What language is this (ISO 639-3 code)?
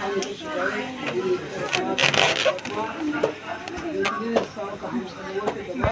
trp